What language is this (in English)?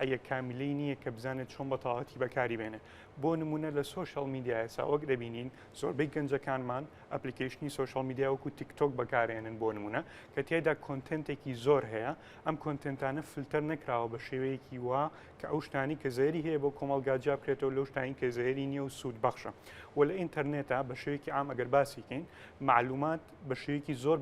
Central Kurdish